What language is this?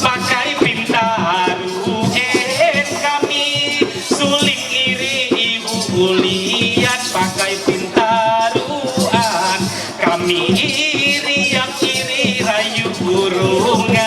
Ma'anyan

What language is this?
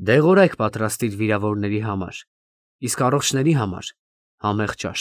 Armenian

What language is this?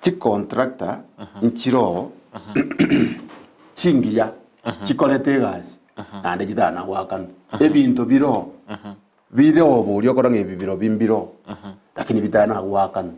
Gusii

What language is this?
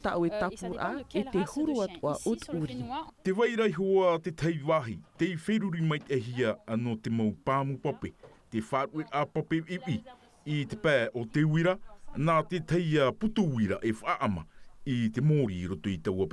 Tahitian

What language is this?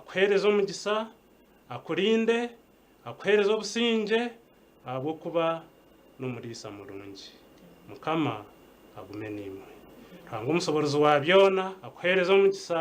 Nyankole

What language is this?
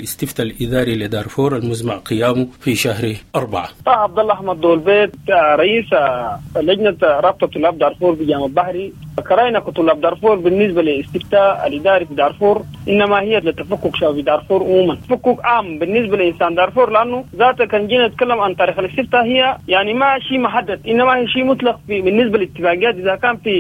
Sudanese Arabic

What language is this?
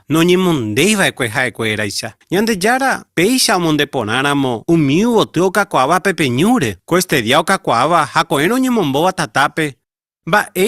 Guarani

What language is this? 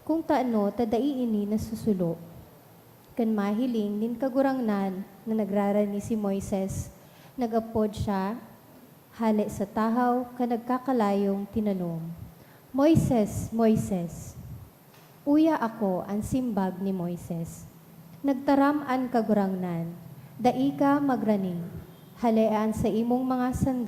Bikol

